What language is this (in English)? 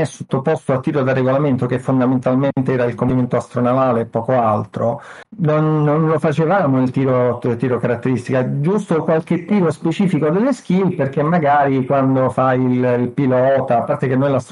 Italian